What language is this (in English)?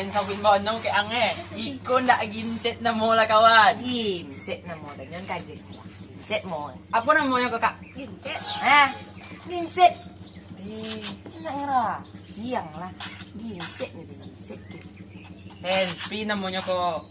Minangkabau